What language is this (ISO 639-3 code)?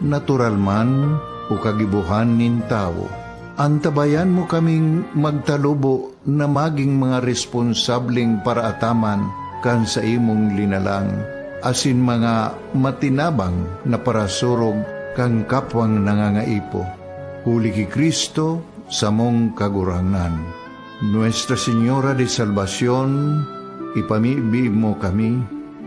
bik